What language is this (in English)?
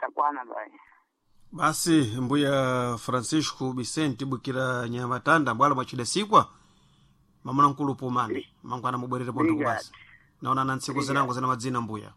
Sena